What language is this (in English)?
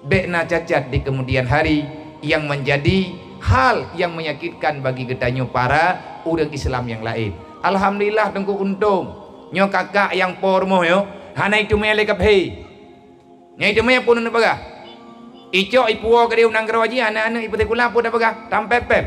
Achinese